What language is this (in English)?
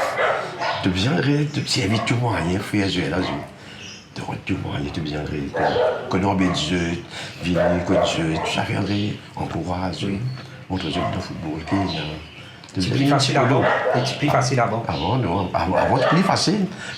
Morisyen